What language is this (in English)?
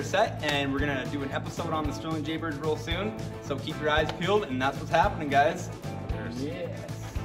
English